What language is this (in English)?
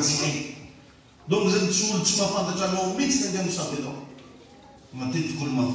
Malagasy